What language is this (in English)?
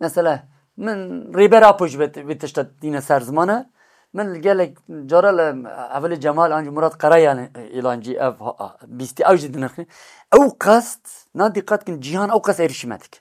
Kurdish